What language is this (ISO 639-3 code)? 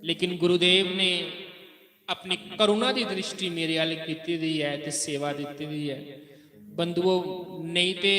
doi